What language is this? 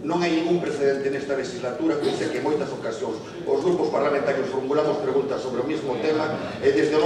Galician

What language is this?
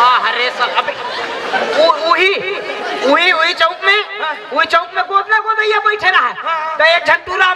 Chhattisgarhi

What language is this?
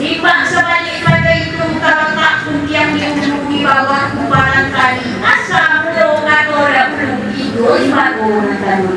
Minangkabau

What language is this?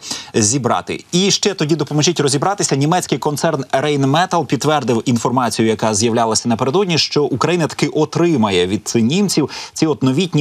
Ukrainian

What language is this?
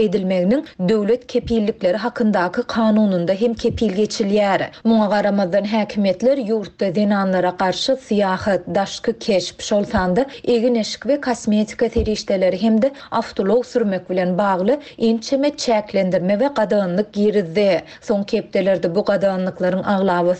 Turkmen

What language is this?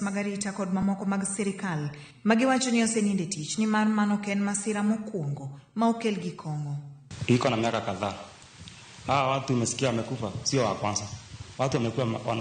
Luo (Kenya and Tanzania)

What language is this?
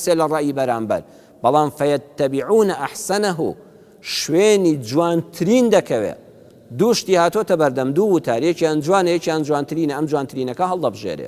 Central Kurdish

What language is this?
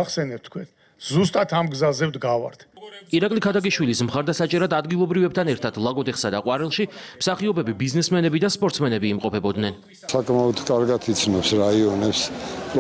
Georgian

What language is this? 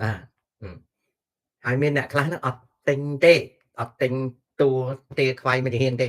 Khmer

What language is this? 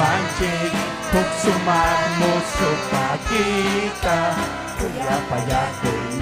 Ayacucho Quechua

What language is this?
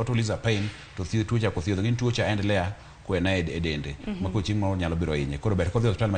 Luo (Kenya and Tanzania)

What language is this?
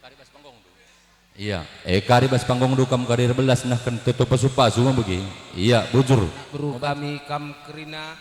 Batak Karo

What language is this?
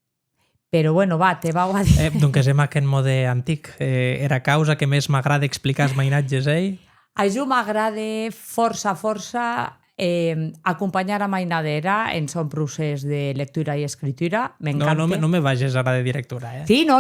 Occitan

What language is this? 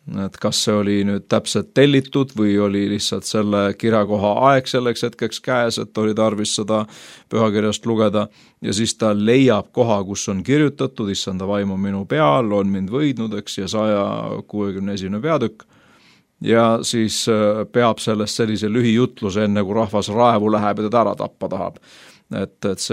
Estonian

